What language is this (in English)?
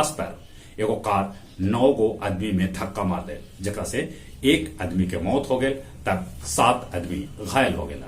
Magahi